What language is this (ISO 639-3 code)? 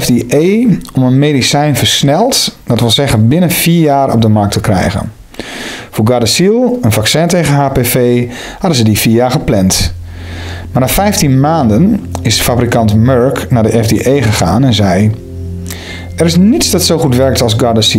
nld